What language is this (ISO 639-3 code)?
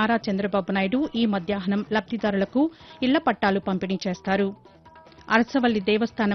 tel